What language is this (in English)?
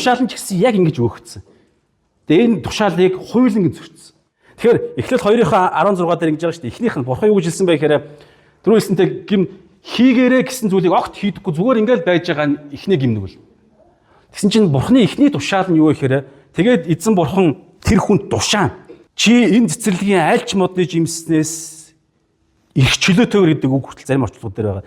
Mongolian